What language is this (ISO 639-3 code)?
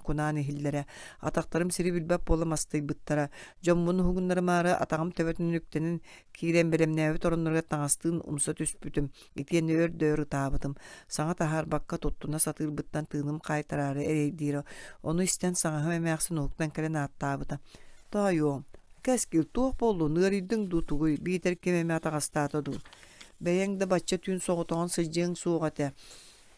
sah